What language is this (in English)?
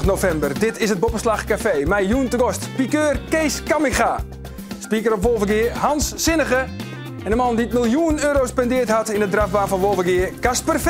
Western Frisian